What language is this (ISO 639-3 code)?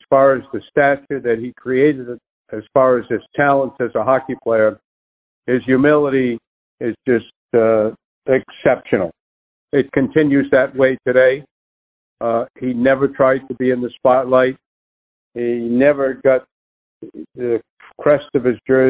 eng